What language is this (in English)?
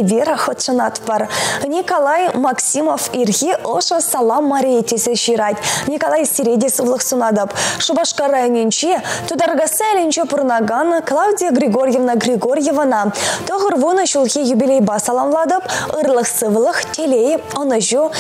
Chuvash